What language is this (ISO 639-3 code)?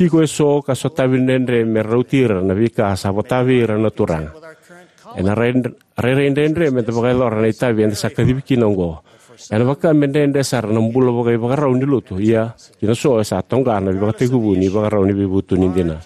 fij